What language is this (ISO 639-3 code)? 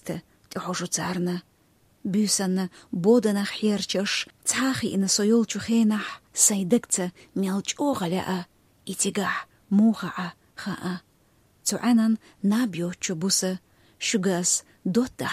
che